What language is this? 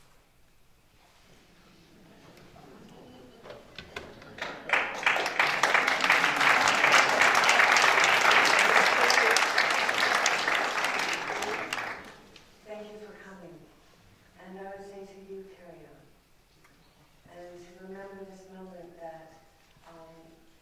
English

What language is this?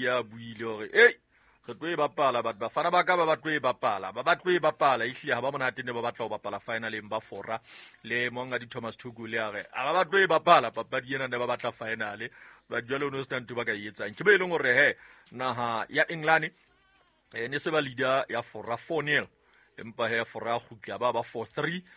Southern Sotho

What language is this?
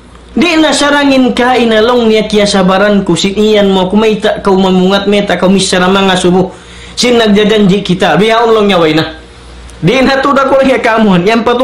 Tausug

